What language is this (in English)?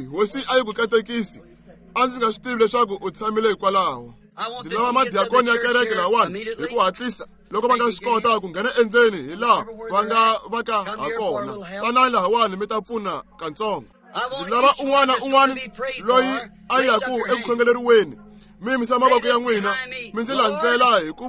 Tsonga